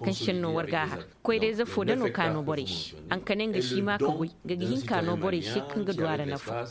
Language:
Zarma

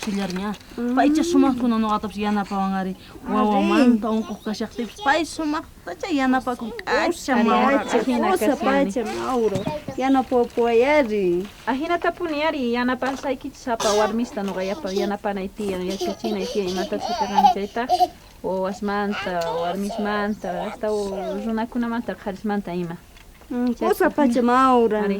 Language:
South Bolivian Quechua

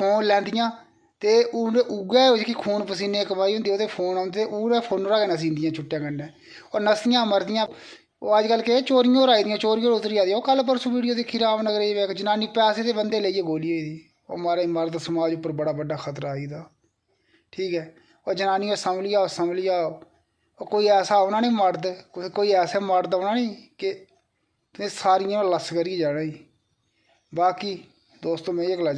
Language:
Dogri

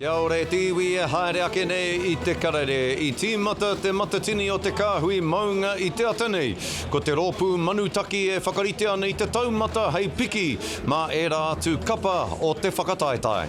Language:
Māori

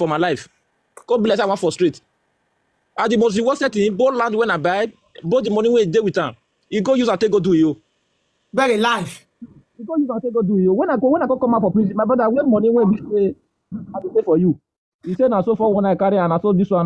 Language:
Nigerian Pidgin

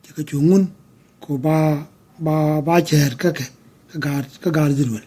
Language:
Nuer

